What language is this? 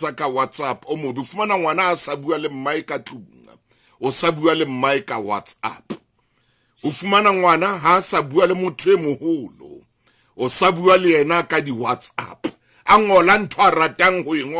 Southern Sotho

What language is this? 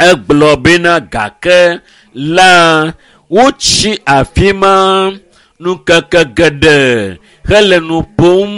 Ewe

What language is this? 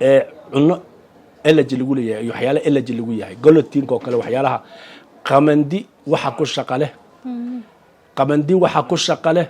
Somali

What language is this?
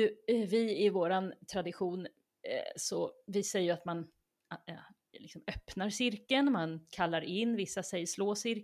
Swedish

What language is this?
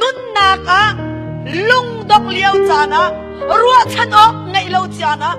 Hakha Chin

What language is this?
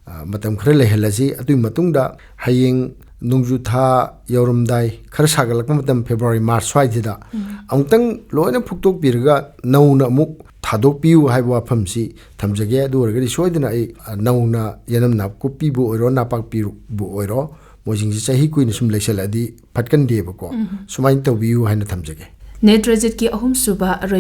Manipuri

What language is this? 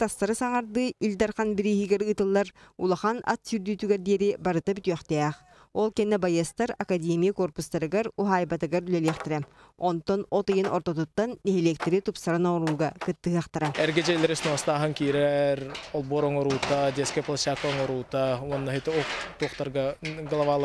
Yakut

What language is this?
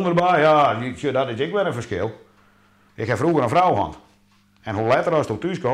Western Frisian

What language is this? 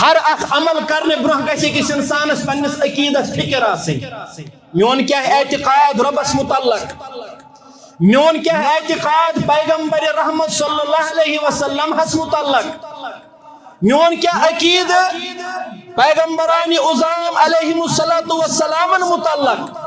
Kashmiri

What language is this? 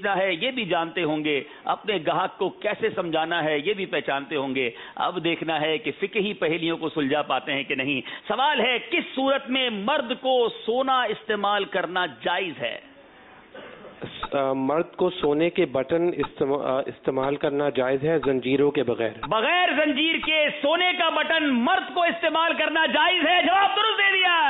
Urdu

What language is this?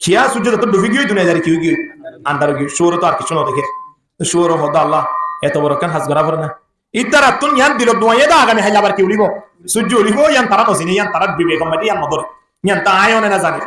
Rohingya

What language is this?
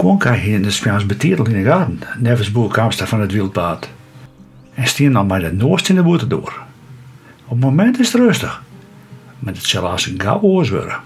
Western Frisian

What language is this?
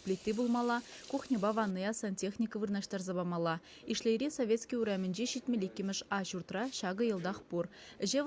Chuvash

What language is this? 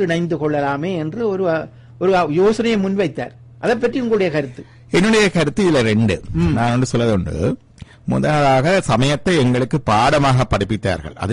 Tamil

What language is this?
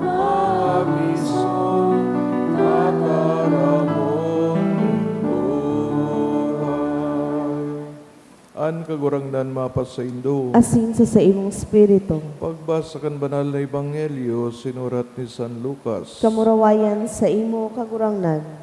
Bikol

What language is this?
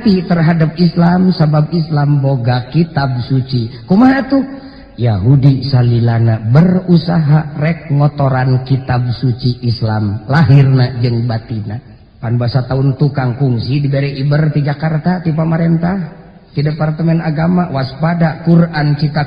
Sundanese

